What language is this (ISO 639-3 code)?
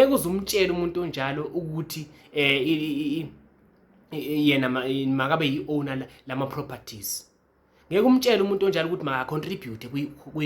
zul